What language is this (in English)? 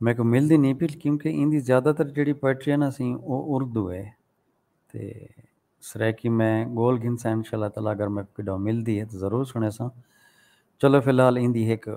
Saraiki